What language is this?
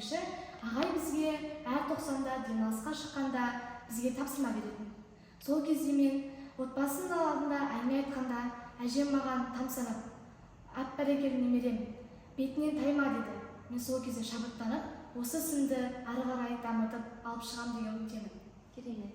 Kazakh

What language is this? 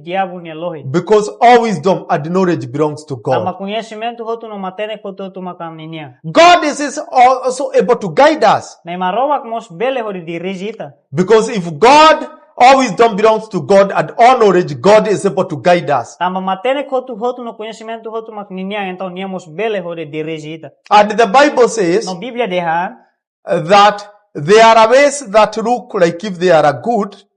Tetum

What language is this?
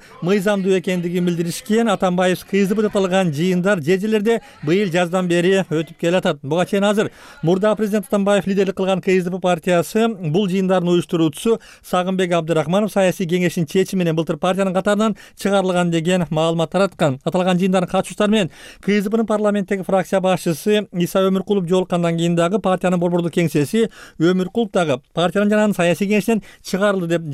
Kyrgyz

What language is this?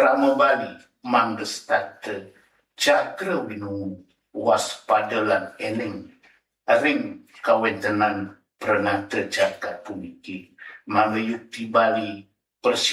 Balinese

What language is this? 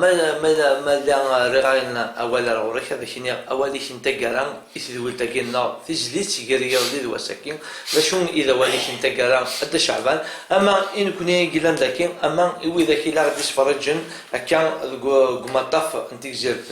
Kabyle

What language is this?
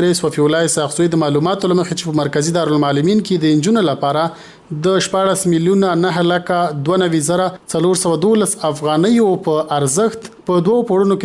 Pashto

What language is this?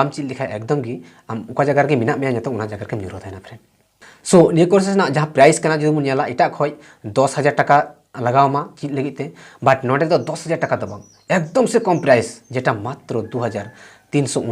Santali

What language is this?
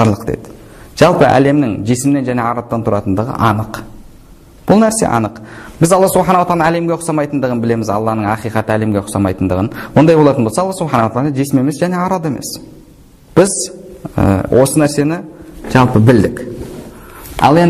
Kazakh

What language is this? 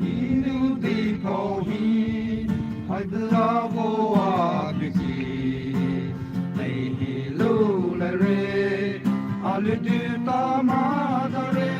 Poumei Naga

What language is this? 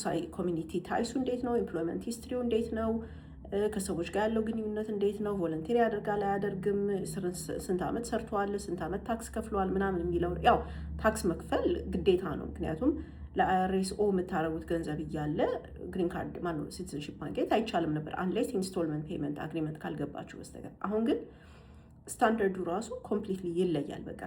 Amharic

